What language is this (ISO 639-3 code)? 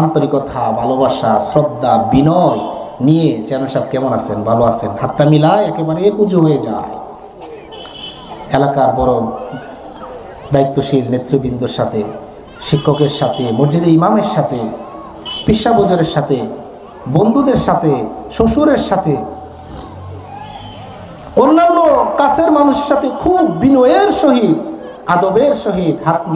ben